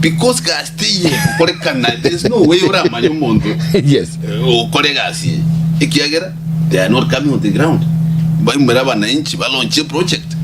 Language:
Gusii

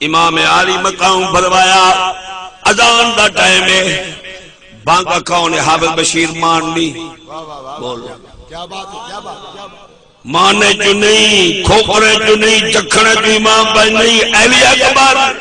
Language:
Saraiki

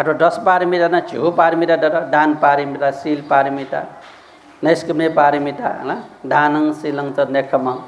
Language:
Newari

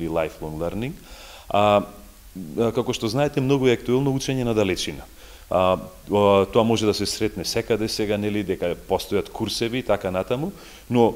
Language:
Macedonian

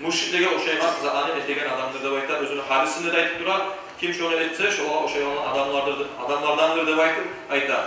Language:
Kumyk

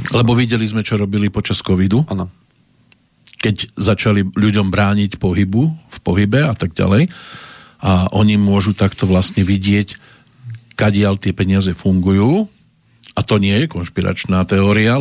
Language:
Slovak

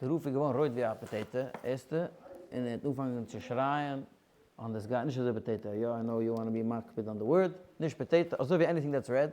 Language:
Yiddish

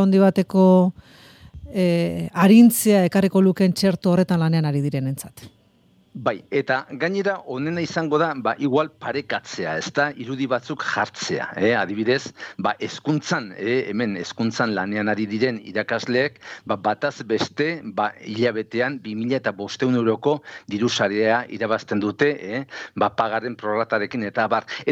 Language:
Basque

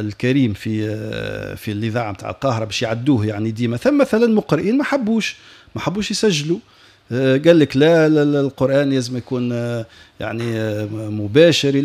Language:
Tunisian Arabic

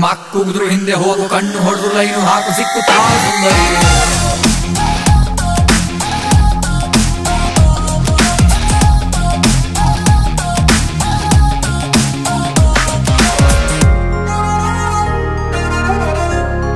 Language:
Kannada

